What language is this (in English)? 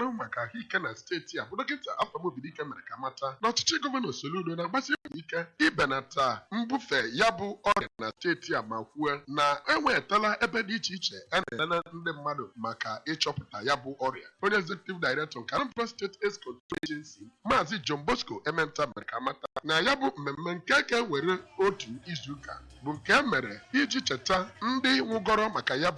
Igbo